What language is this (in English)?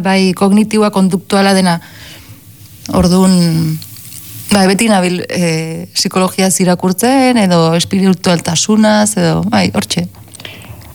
Basque